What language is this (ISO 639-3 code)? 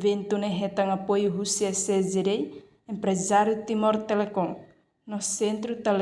tet